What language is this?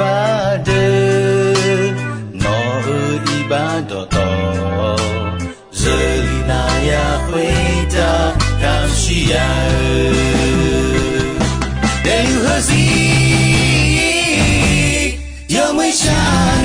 Akha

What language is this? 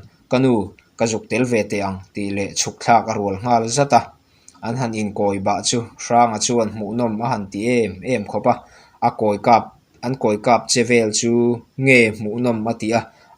Mizo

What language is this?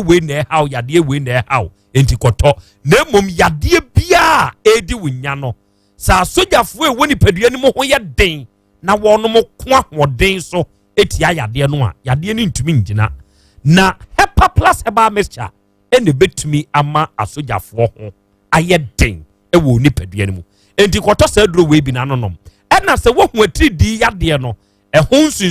Akan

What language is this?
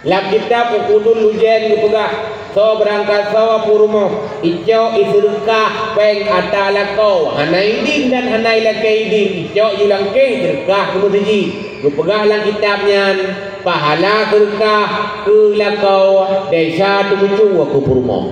Achinese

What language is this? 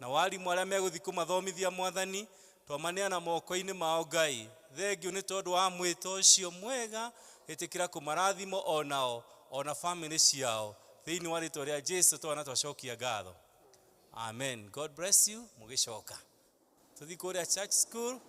Kikuyu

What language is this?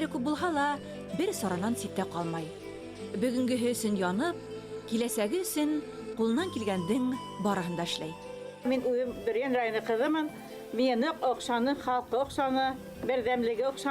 Bashkir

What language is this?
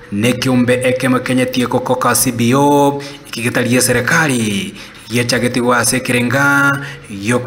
Gusii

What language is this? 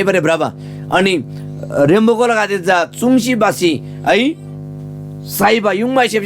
Eastern Tamang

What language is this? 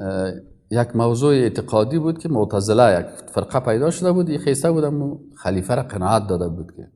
Persian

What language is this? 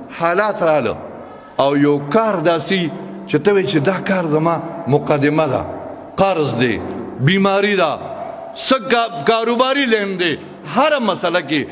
Pashto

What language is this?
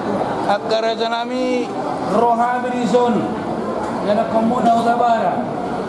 Batak Toba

